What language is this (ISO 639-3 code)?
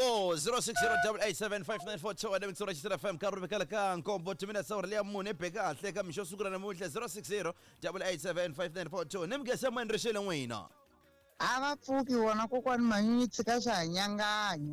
tso